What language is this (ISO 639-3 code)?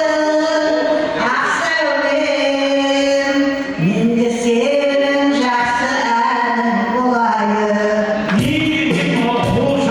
kaa